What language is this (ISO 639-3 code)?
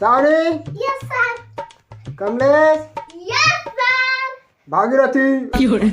hne